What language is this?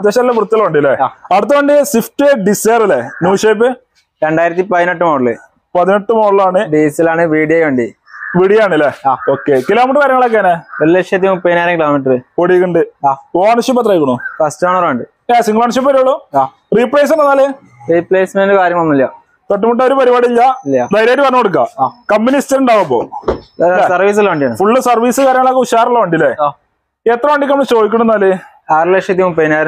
Malayalam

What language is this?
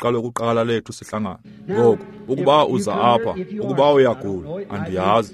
Xhosa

